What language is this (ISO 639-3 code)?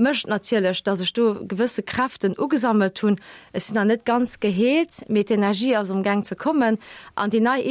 ltz